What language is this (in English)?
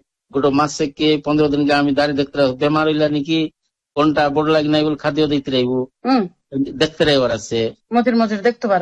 Odia